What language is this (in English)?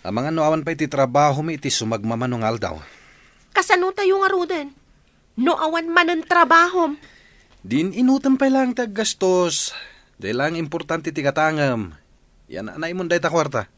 Iloko